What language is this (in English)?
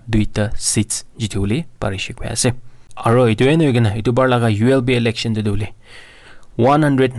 Naga Pidgin